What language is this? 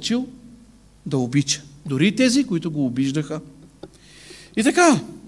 Bulgarian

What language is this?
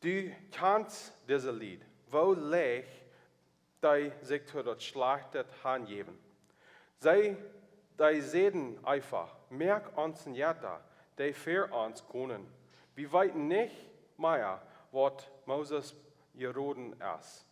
Plautdietsch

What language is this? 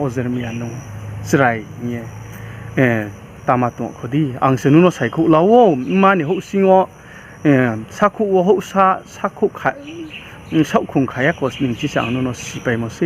Riang (India)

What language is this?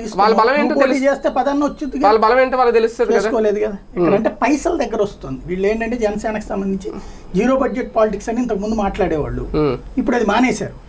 Telugu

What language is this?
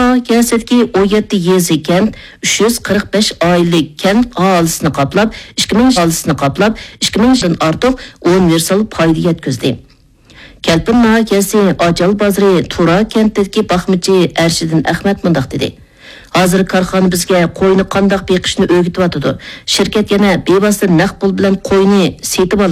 Uyghur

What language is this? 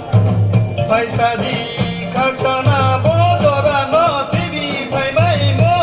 Riang (India)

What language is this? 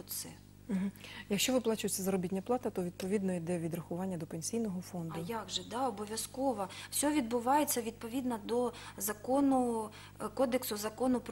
Ukrainian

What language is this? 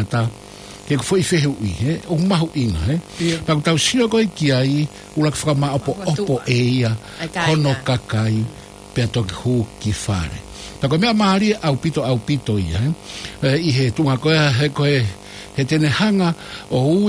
Tongan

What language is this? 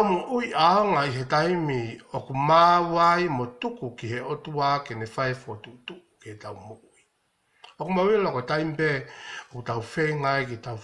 Tongan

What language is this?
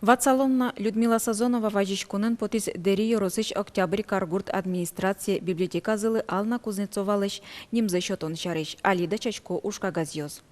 Udmurt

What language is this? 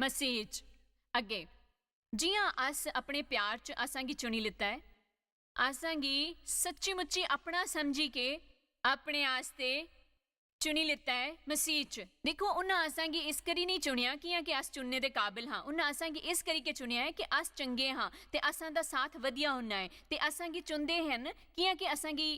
Dogri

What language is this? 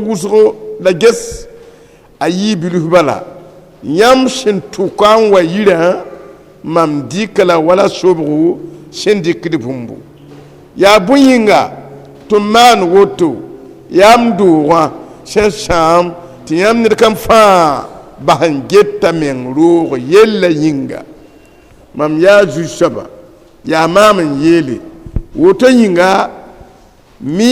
Mossi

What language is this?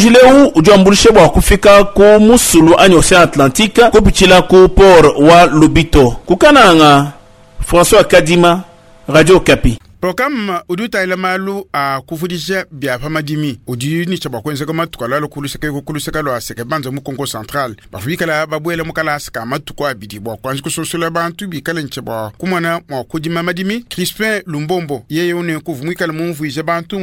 Luba-Lulua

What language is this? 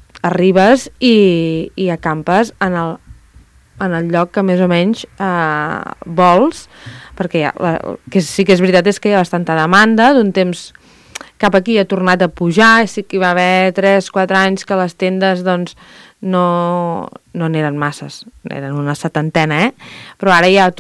Catalan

